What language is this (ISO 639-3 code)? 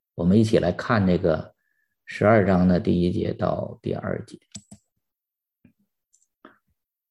zho